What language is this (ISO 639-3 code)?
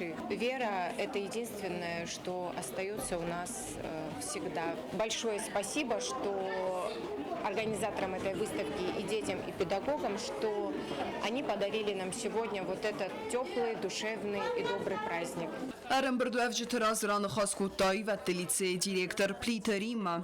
oss